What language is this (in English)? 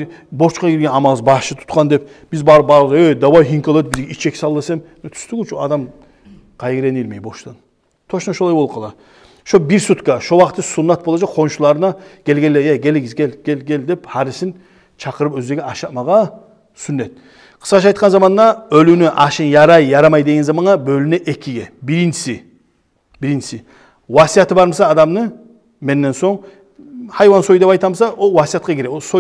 Kumyk